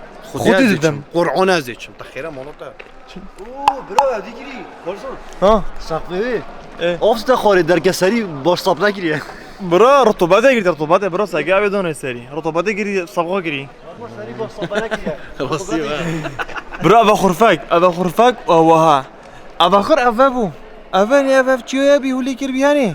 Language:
Kurdish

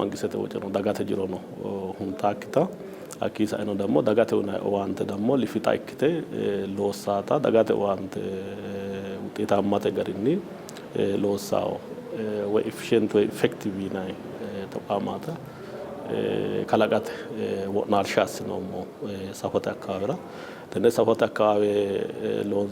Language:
Sidamo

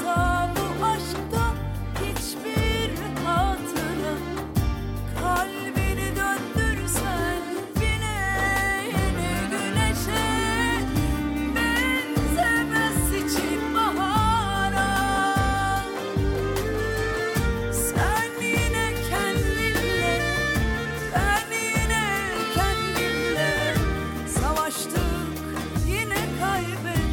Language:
Turkish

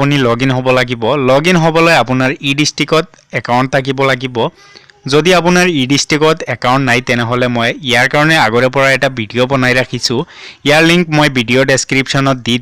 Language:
Assamese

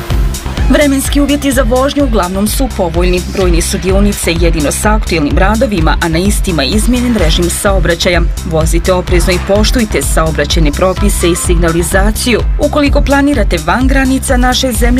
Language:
Bosnian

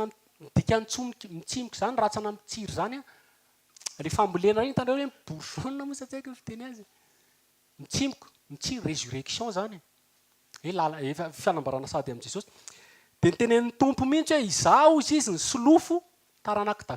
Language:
Malagasy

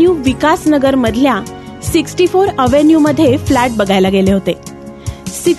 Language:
Marathi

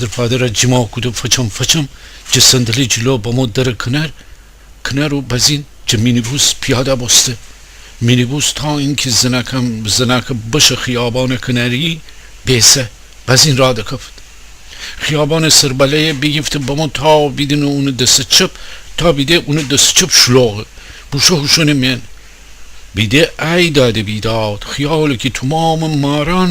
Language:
Gilaki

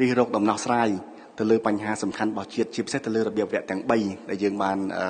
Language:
Khmer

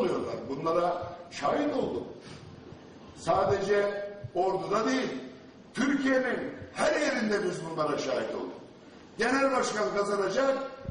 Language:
Turkish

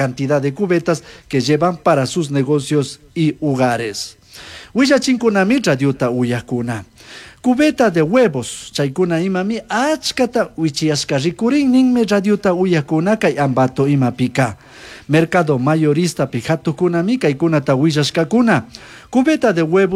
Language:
Chimborazo Highland Quichua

